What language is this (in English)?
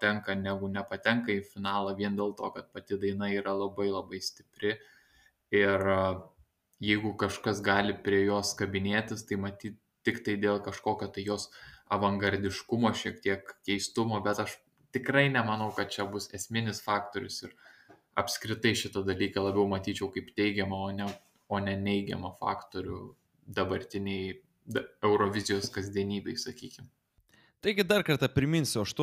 Lithuanian